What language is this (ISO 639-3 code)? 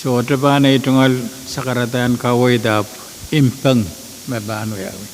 pon